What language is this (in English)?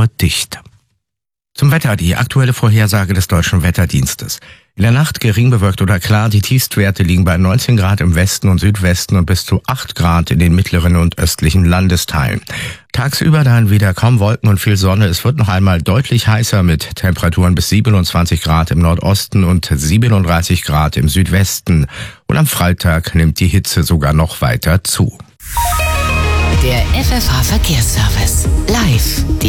German